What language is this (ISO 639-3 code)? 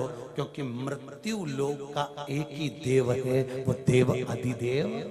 hin